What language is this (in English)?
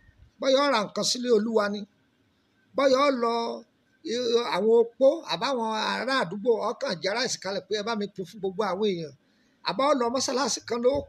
Yoruba